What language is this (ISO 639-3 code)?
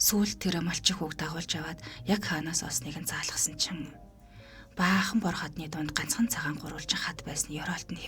mon